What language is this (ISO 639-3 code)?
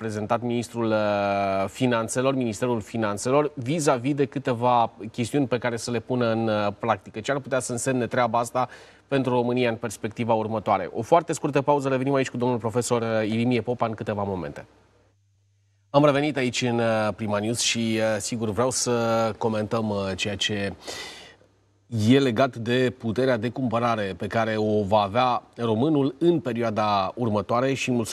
ron